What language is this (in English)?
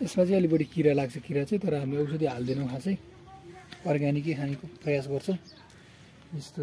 Nepali